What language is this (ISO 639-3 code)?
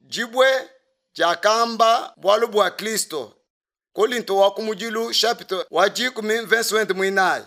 lua